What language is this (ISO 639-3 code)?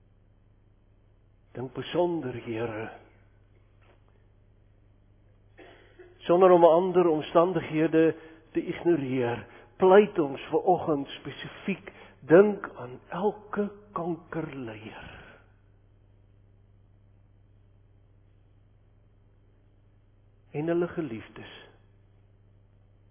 afr